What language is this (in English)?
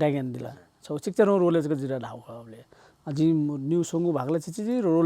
Newari